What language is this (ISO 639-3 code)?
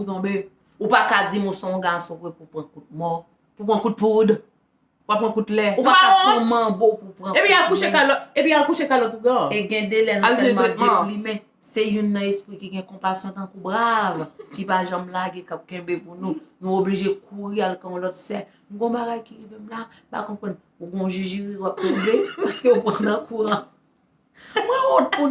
hat